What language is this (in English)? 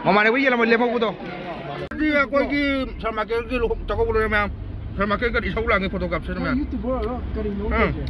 Manipuri